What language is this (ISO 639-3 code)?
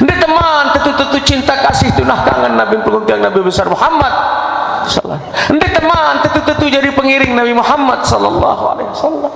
sas